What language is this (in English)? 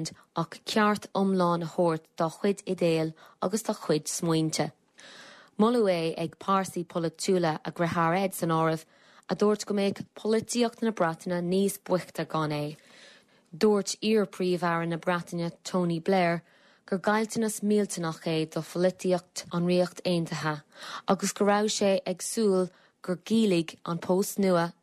Irish